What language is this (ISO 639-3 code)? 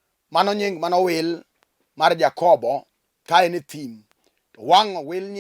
luo